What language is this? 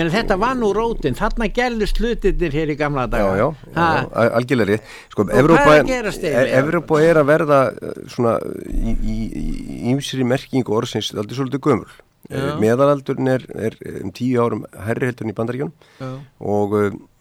Icelandic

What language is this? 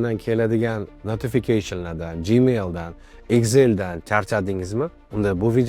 Uzbek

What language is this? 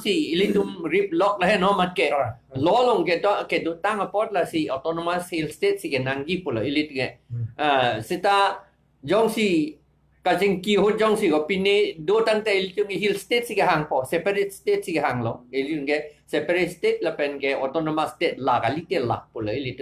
Karbi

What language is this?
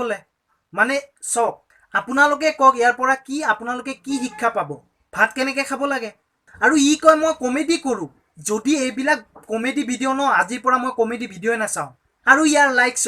Assamese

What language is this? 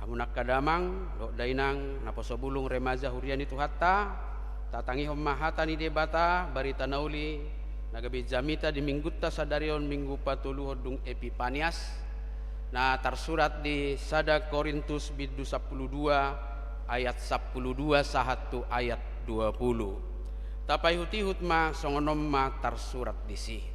Batak Toba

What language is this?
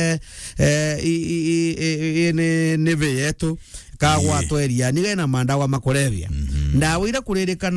Meru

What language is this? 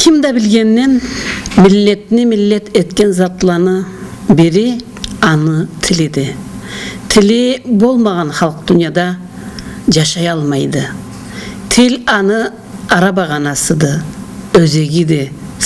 Karachay-Balkar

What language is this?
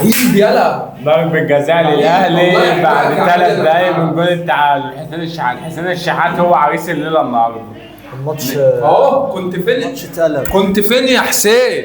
Egyptian Arabic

